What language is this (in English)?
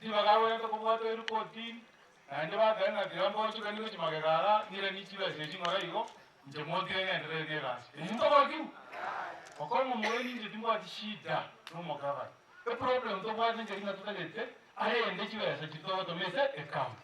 Gusii